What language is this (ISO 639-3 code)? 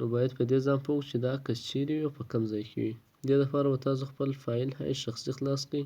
pus